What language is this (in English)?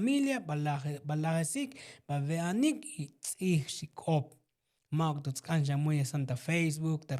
Tzotzil